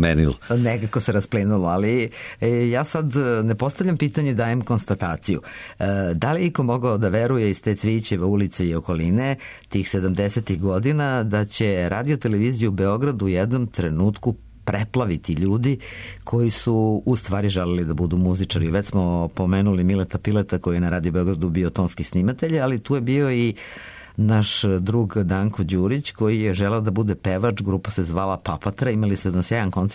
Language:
Serbian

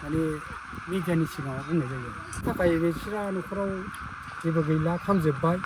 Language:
Bodo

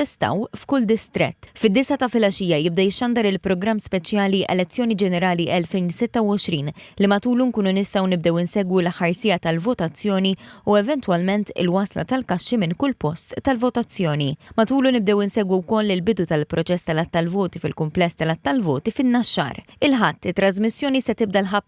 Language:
Maltese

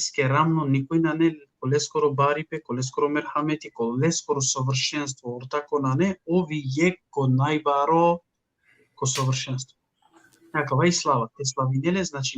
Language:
Balkan Romani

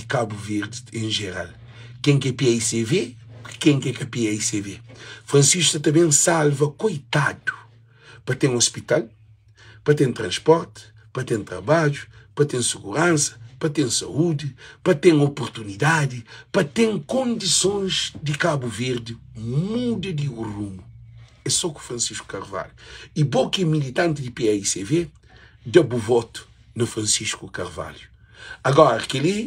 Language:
Kabuverdianu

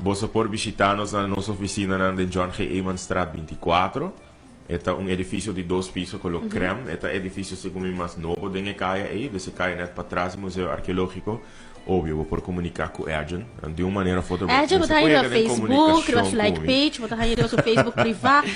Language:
Papiamento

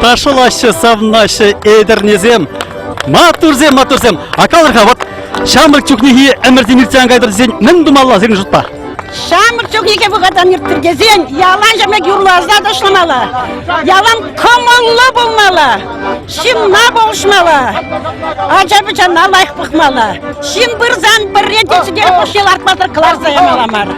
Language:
Chuvash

